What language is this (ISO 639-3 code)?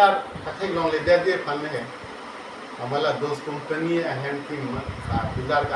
mjw